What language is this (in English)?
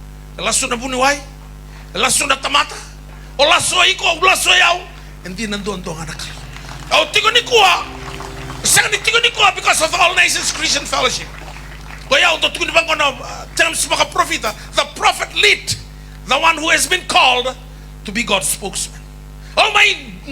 Fijian